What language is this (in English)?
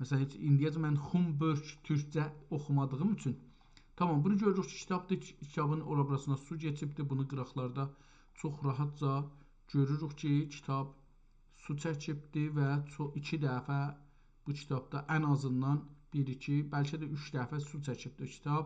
South Azerbaijani